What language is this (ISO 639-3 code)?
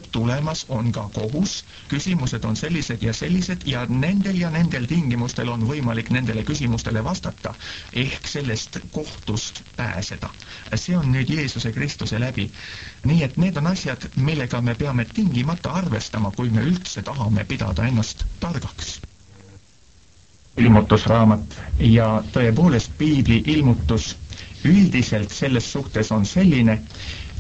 est